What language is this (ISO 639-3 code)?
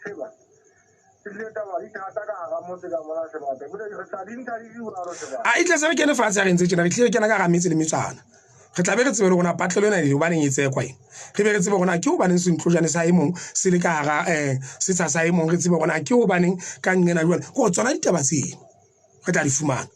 sot